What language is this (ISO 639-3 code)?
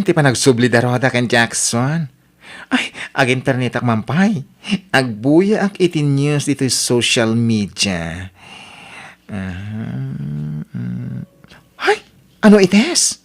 ilo